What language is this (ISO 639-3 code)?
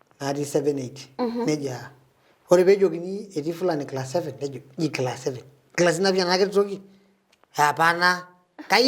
mas